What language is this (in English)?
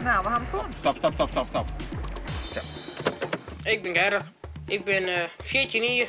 Western Frisian